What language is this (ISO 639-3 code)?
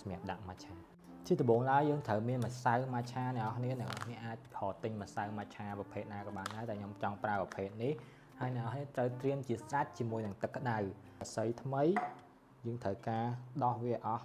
khm